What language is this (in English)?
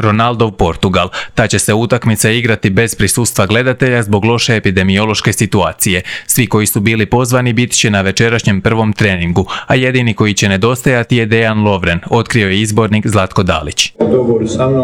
Croatian